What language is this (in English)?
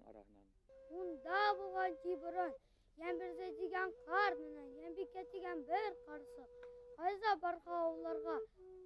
Bashkir